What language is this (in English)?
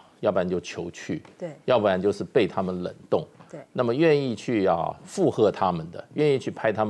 Chinese